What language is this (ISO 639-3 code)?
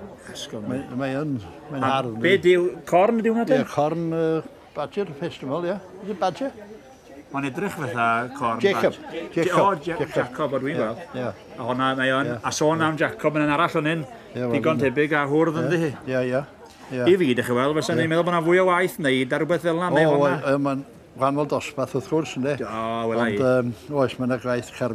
cym